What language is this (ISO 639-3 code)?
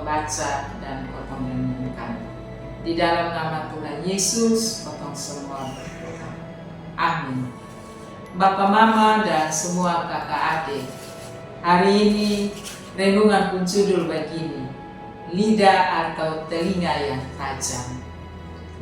mkn